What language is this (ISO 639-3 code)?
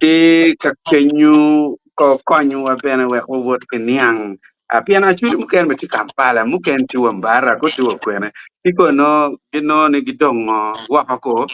ach